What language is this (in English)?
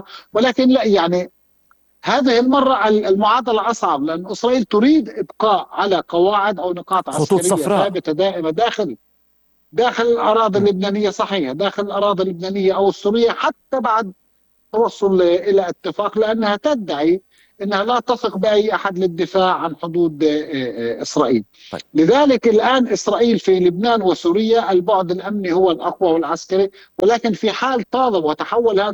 Arabic